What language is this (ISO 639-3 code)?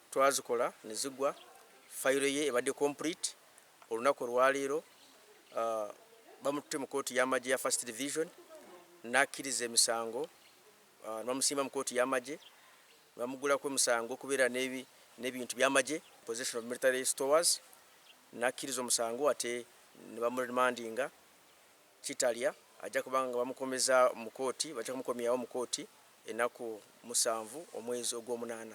lug